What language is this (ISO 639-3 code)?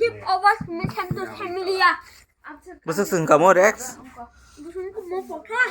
trp